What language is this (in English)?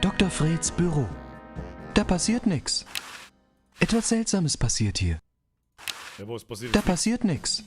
Bavarian